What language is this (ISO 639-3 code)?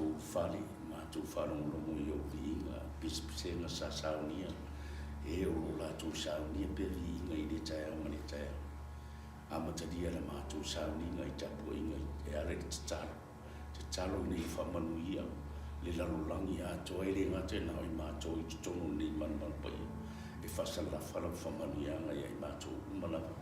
smo